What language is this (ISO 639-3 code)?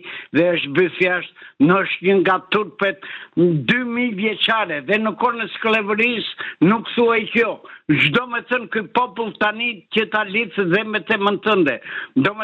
sqi